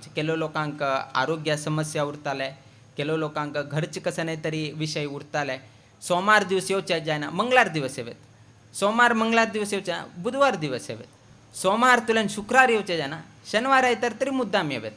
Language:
Konkani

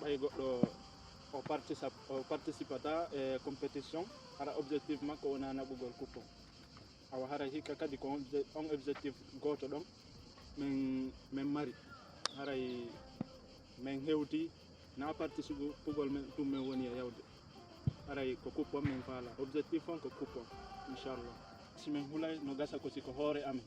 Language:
Fula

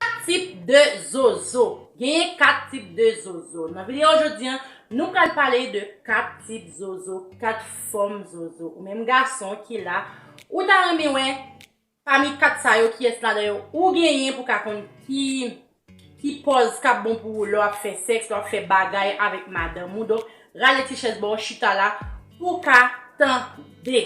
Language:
Haitian Creole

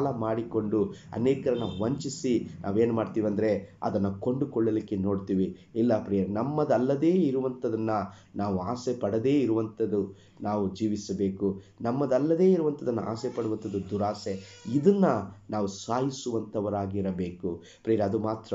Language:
Kannada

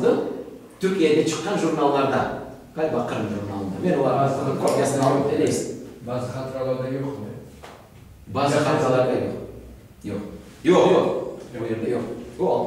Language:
Crimean Tatar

